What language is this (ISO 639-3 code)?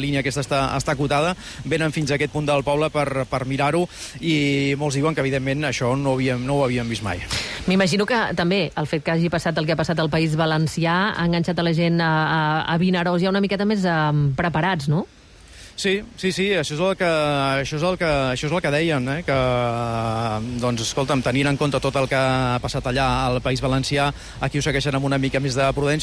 cat